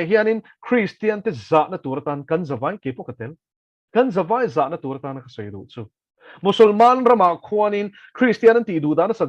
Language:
Mizo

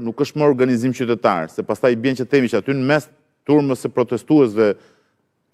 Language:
Albanian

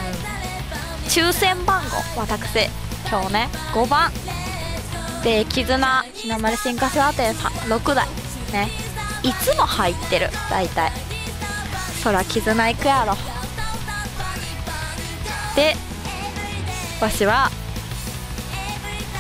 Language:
Japanese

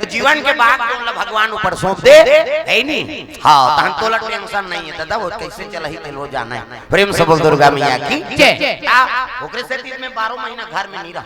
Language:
Chhattisgarhi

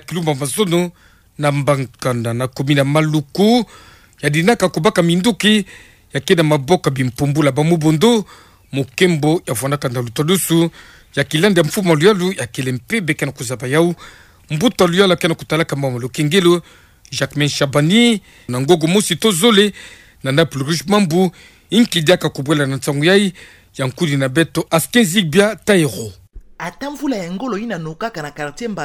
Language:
Kituba (Democratic Republic of Congo)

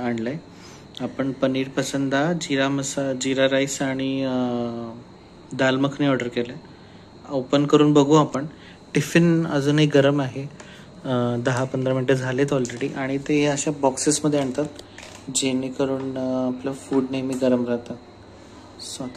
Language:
Marathi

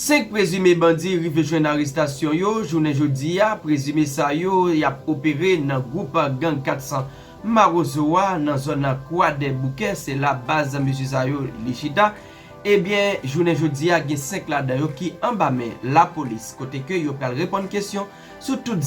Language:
Haitian Creole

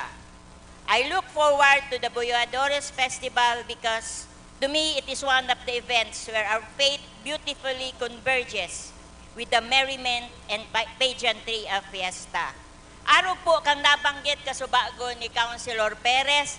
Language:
Bikol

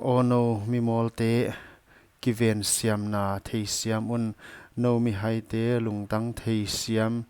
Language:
Paite Chin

